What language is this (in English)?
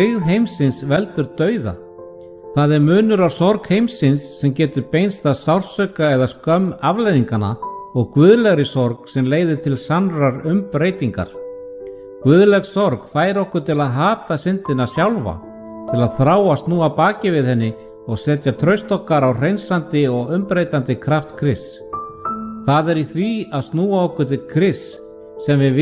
Icelandic